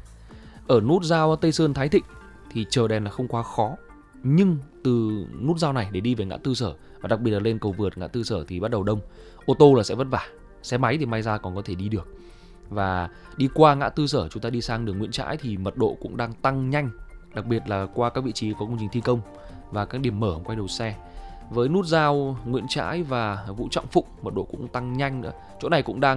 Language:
Vietnamese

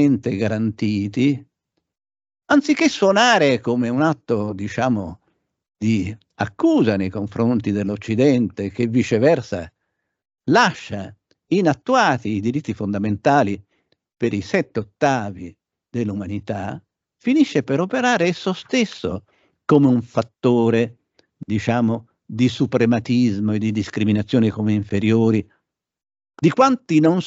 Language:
Italian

